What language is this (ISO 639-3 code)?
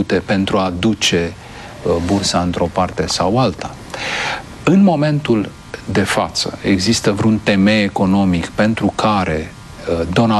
ron